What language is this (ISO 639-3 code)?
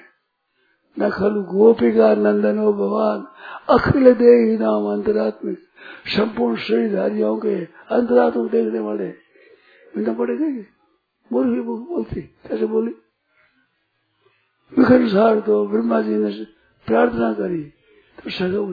hin